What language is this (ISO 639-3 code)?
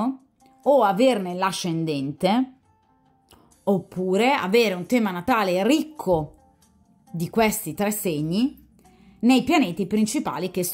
ita